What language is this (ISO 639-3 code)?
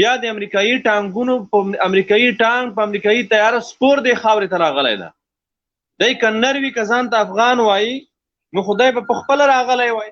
pus